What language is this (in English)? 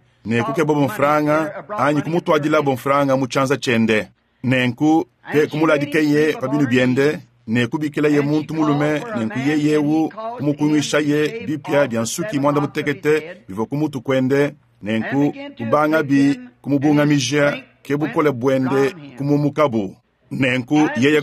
Luba-Lulua